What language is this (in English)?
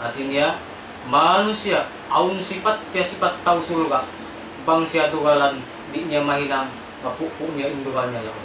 Tausug